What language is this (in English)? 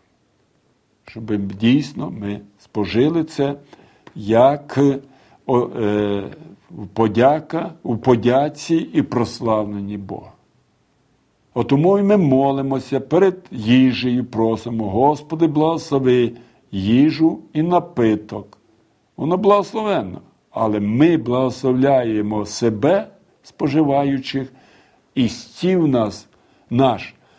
Ukrainian